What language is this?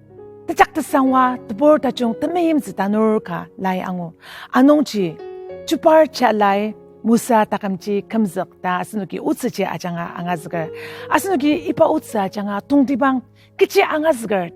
Ao Naga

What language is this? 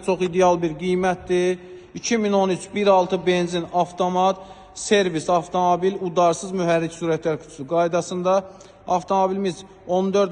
Azerbaijani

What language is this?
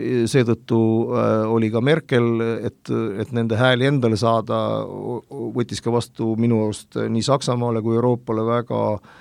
Estonian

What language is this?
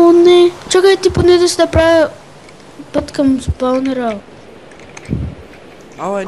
Bulgarian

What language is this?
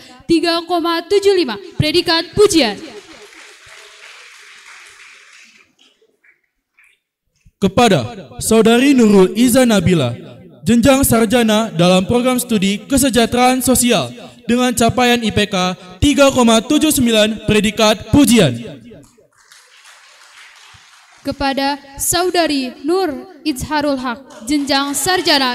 Indonesian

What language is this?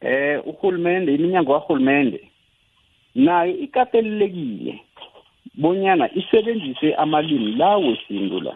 South Ndebele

